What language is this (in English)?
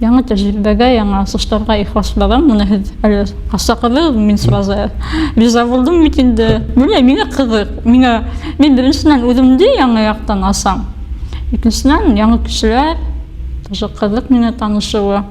Bashkir